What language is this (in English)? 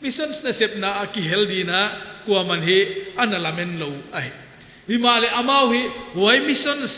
Paite Chin